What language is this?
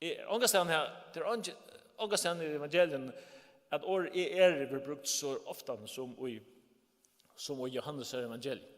Faroese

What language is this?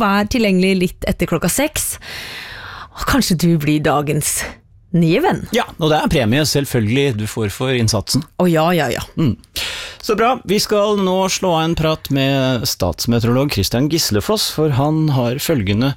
Norwegian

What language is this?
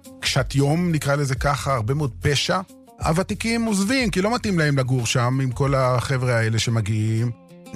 Hebrew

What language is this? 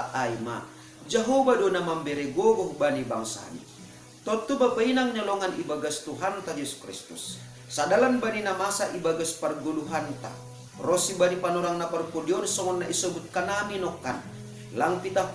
Batak Simalungun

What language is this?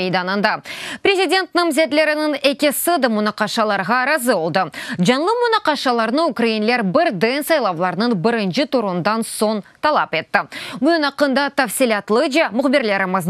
Crimean Tatar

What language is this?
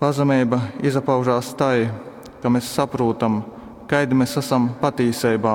Latgalian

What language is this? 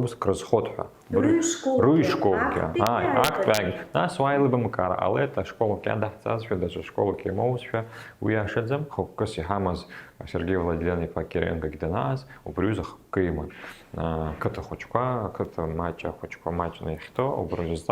Abkhazian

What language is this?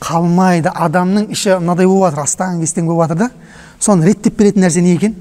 Kazakh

